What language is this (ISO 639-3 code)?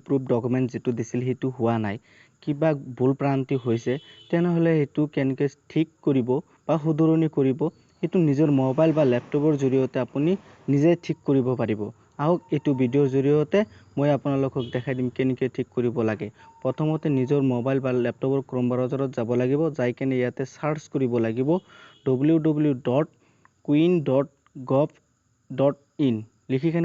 asm